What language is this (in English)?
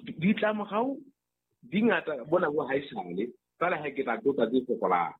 Southern Sotho